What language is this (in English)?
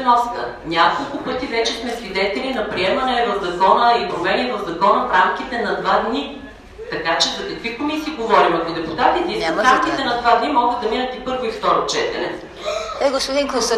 Bulgarian